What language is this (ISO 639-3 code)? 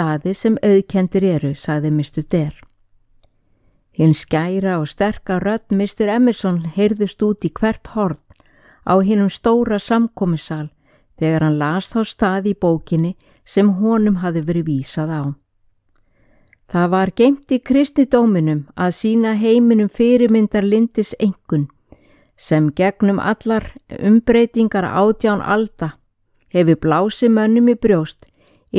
isl